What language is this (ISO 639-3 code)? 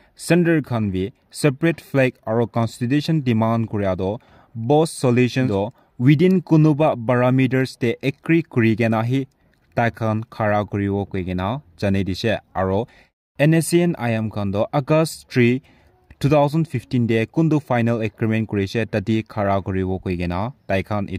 nag